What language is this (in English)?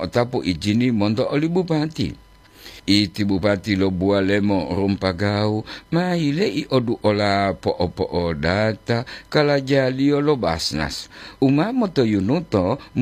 Gorontalo